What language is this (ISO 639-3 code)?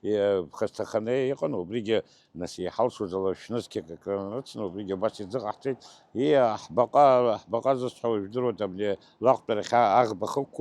abk